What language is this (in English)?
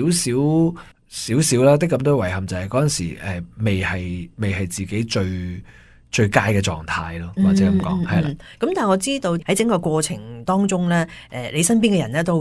Cantonese